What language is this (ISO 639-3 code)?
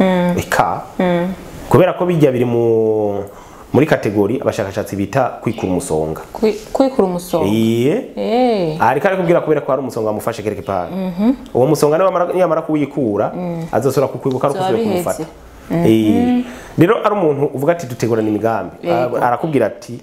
run